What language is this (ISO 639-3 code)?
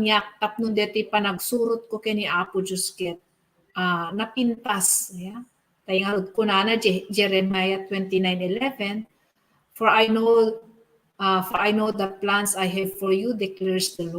ilo